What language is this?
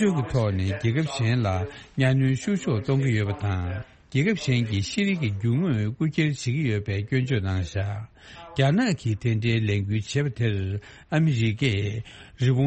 Tibetan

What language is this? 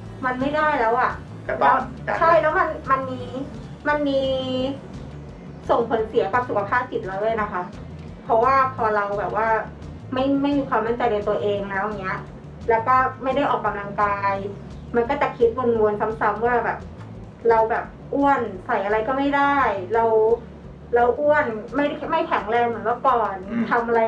Thai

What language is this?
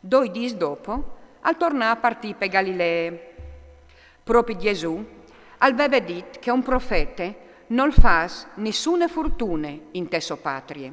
Friulian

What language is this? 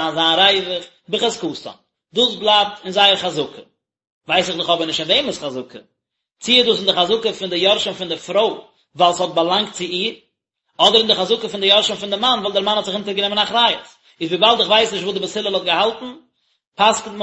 Yiddish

